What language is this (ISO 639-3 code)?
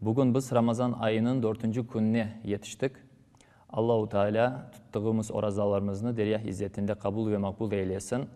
crh